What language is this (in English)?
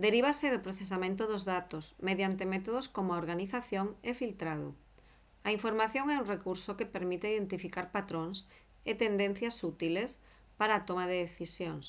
Galician